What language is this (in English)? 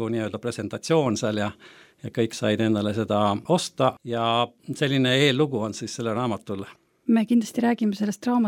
Estonian